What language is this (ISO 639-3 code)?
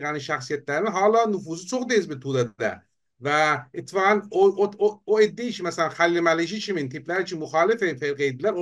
azb